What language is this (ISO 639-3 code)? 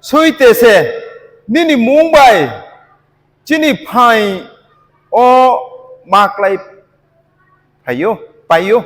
ria